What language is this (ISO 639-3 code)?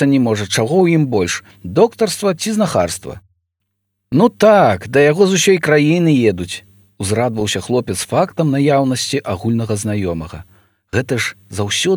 bel